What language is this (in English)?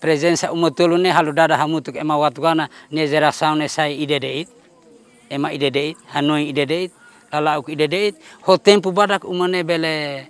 Tetum